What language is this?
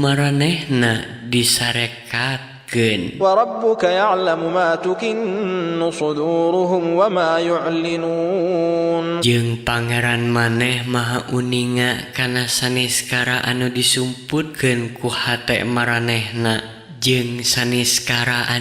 Sundanese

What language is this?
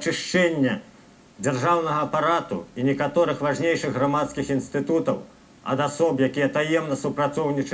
Belarusian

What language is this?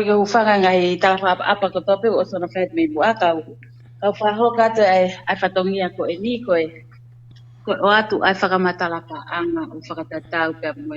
Tongan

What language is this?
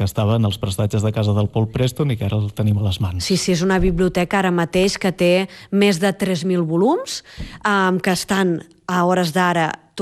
Catalan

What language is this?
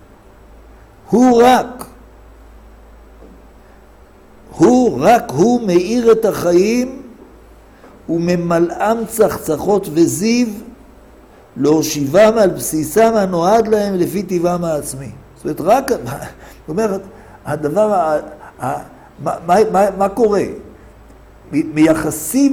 Hebrew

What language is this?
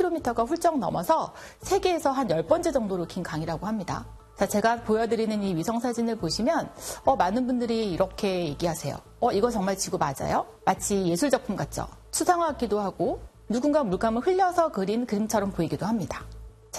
Korean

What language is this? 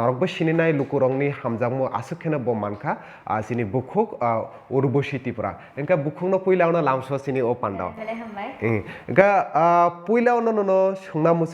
Kok Borok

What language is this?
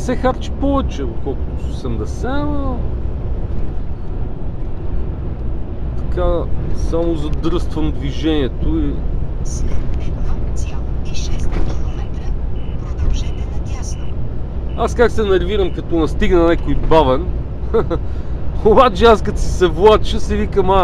Bulgarian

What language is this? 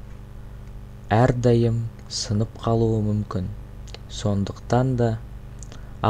Kazakh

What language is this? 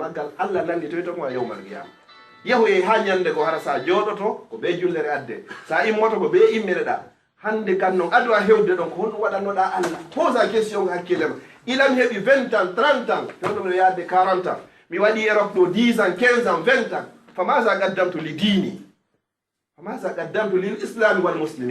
Fula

